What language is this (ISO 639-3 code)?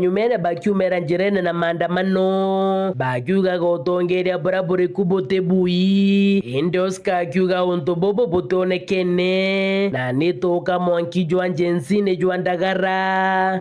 mer